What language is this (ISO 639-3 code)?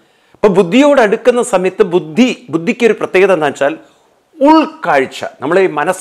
mal